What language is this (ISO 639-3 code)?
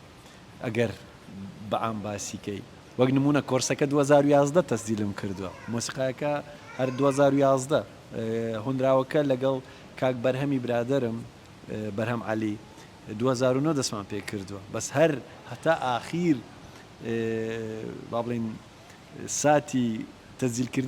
ckb